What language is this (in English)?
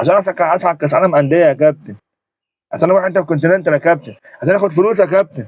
Egyptian Arabic